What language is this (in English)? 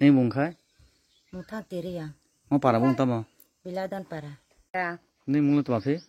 Kok Borok